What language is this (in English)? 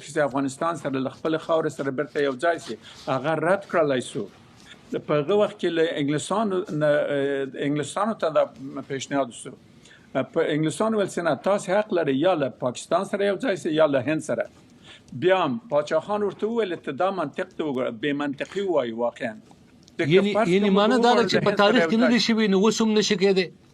Pashto